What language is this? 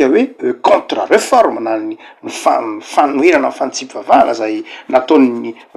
Malagasy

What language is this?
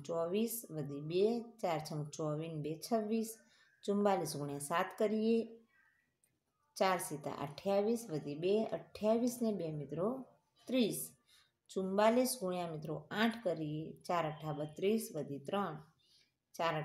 Gujarati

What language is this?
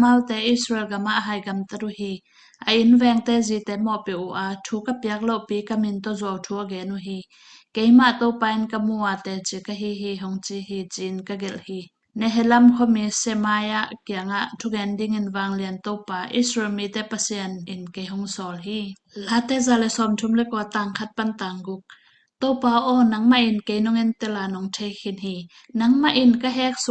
Tedim Chin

